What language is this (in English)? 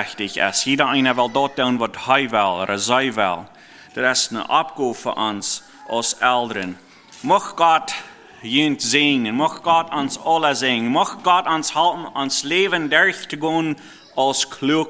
Plautdietsch